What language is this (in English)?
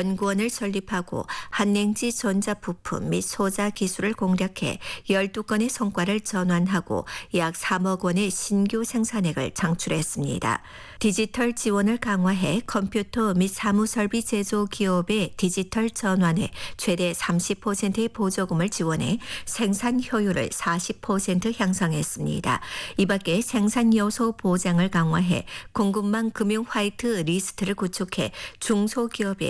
Korean